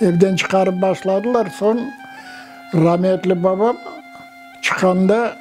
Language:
Crimean Tatar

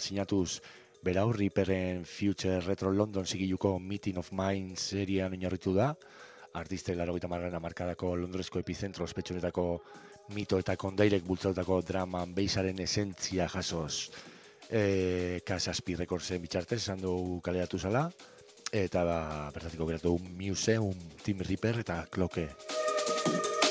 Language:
Basque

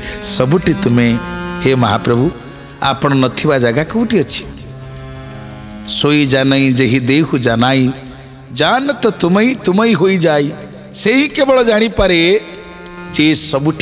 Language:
Odia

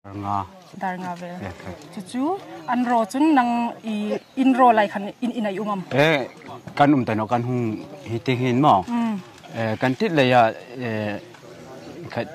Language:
Hmar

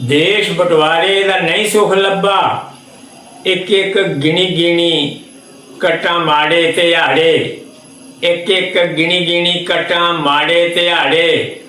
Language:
Dogri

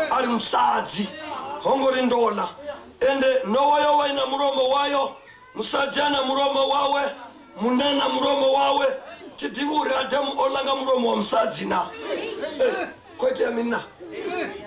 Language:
Venda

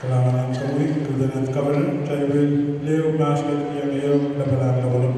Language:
Pohnpeian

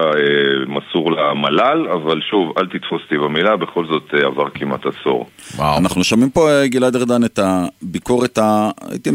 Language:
Hebrew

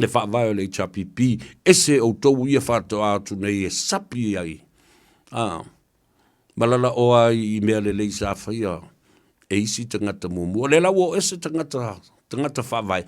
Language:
Samoan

